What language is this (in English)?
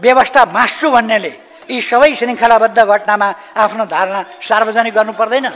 Nepali